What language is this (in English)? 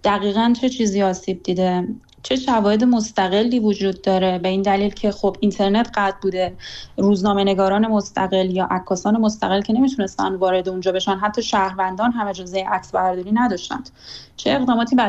Persian